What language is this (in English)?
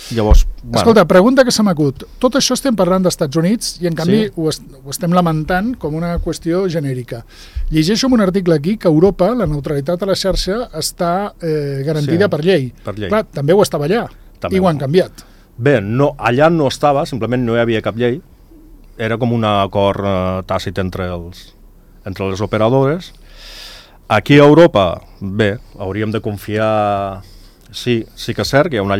Catalan